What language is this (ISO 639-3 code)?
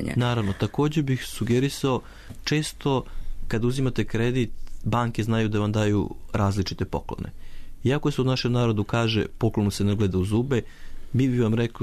srp